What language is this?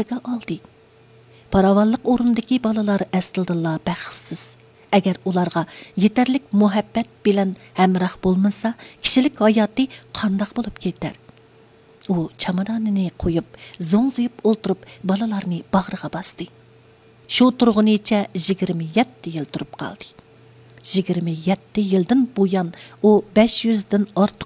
Uyghur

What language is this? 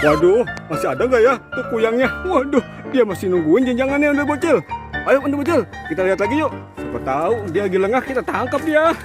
Betawi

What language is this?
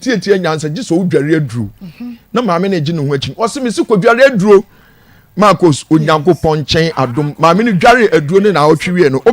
Akan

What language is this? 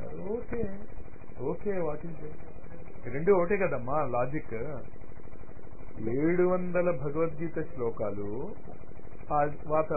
Telugu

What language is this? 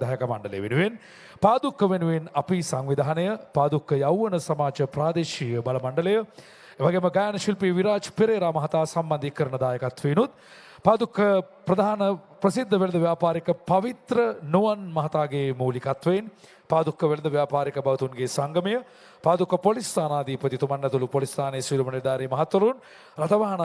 Sinhala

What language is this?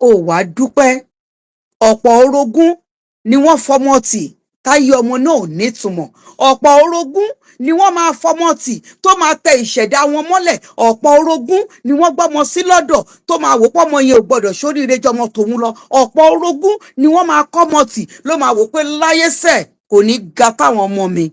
Yoruba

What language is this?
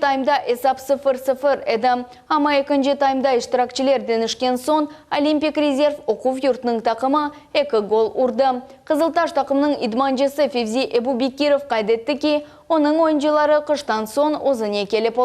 Crimean Tatar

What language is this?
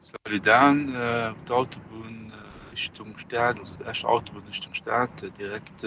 Luxembourgish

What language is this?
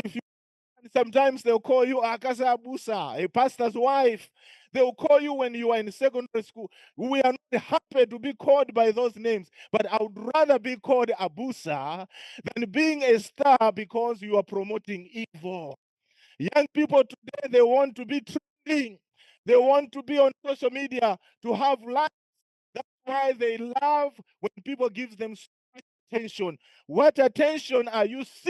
English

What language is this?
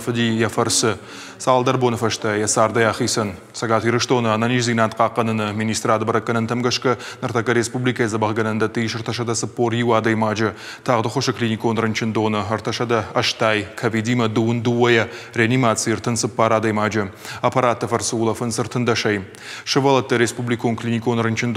Ossetic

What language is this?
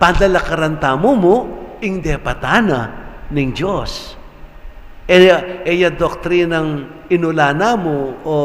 Pampanga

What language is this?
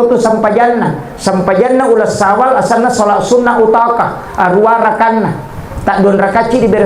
Buginese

